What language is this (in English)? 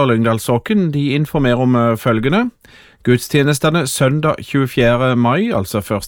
Norwegian